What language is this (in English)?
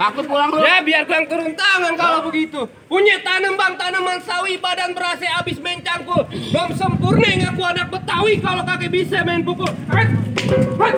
Betawi